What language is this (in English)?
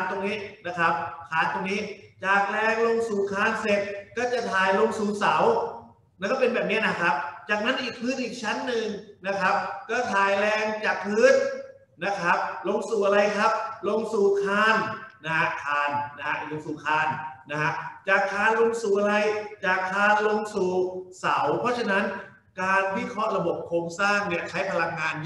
Thai